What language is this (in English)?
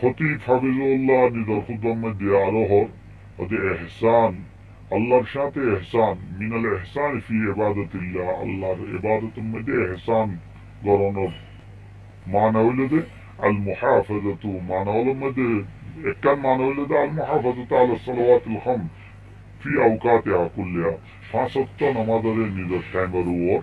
Rohingya